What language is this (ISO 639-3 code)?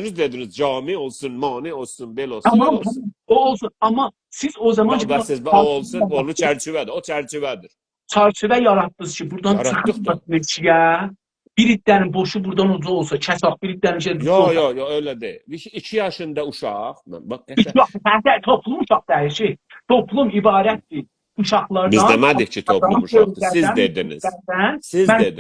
azb